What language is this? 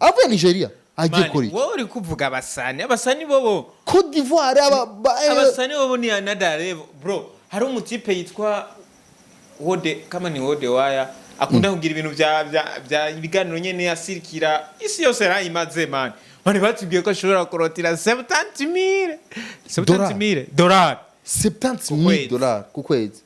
Rundi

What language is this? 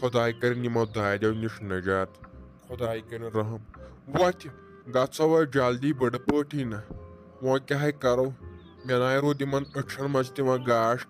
Kashmiri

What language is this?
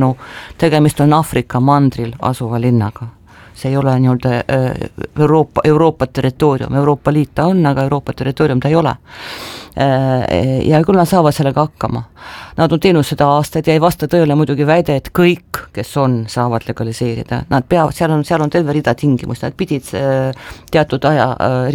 Estonian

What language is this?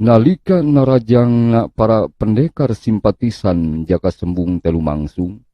Sundanese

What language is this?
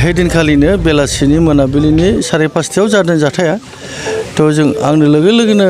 Bodo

